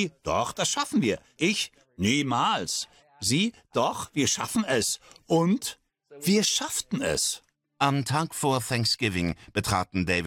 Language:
German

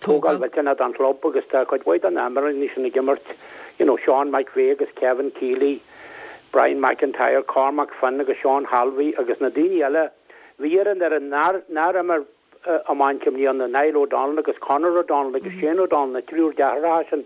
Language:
Irish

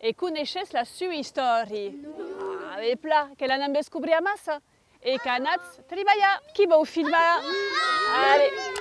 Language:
Occitan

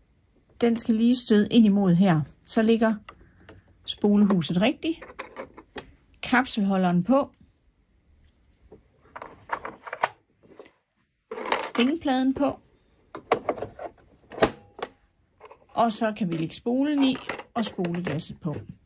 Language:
Danish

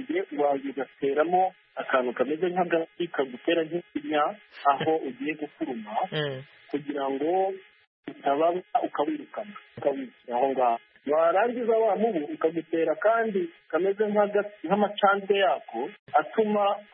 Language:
Kinyarwanda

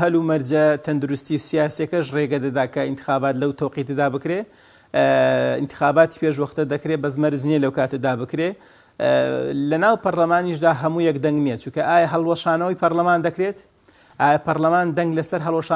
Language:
Central Kurdish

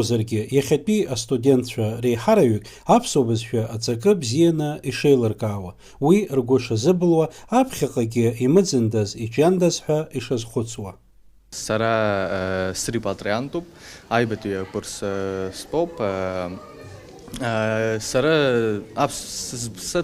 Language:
Abkhazian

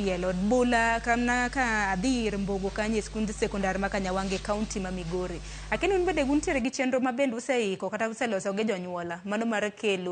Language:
Luo (Kenya and Tanzania)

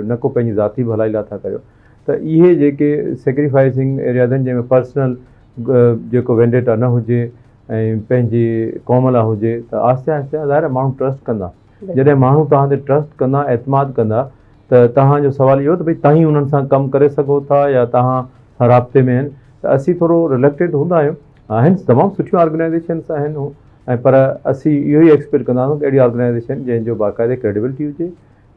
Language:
Sindhi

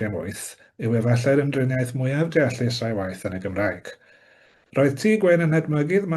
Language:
Welsh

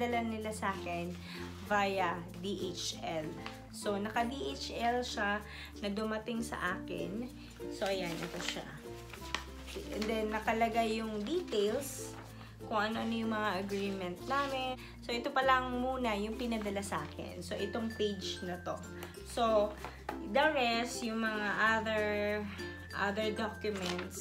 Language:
Filipino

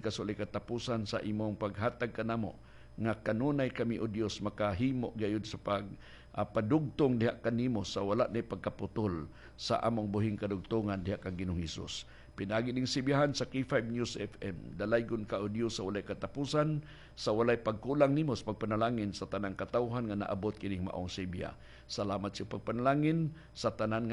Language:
Cebuano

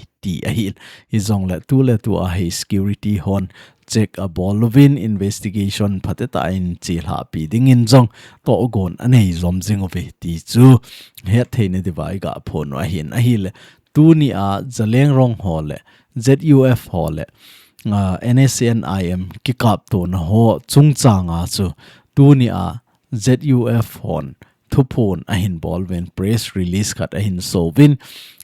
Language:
Thado Chin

